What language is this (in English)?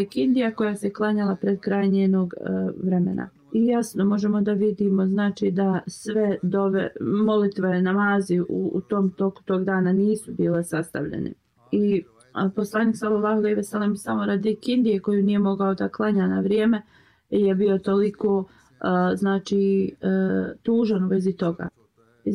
Bosnian